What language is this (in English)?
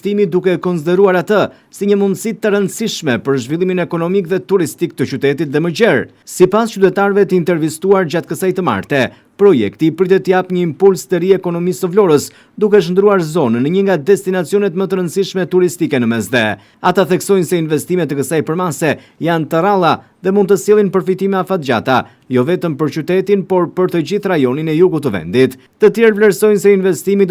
Albanian